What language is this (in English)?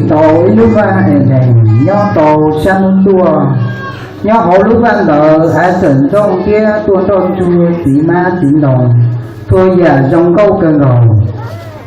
Hmong